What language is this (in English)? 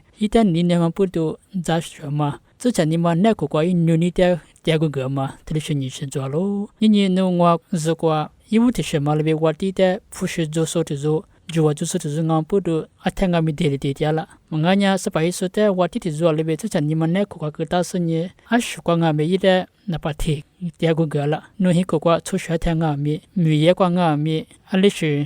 Lisu